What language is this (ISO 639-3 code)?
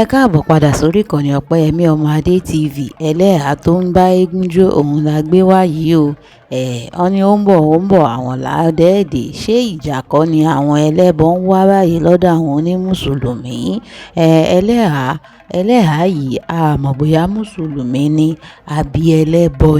yor